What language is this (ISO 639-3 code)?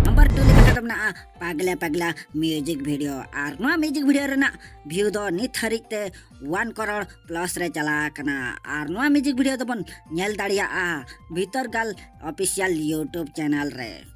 sat